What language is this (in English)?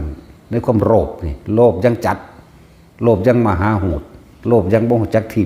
Northeastern Thai